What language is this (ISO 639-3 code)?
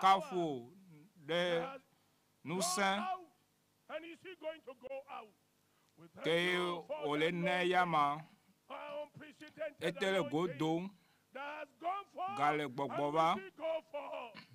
ewe